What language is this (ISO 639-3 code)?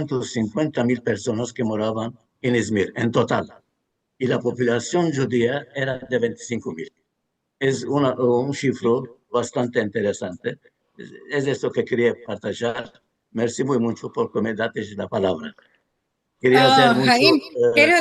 lad